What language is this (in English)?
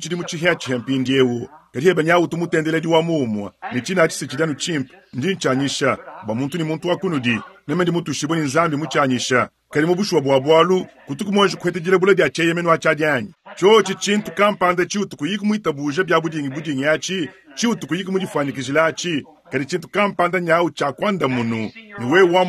Luba-Lulua